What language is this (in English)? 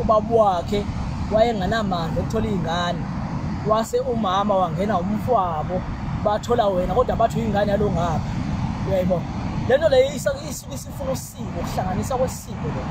Zulu